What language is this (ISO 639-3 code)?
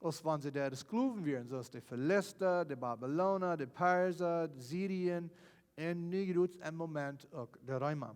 pdt